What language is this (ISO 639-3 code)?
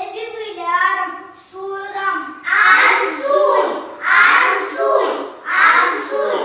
chv